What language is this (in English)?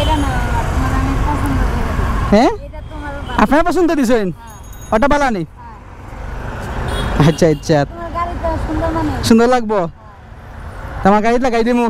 Sylheti